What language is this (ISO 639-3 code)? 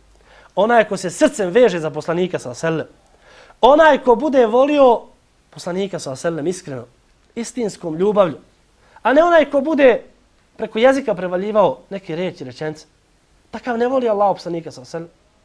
bos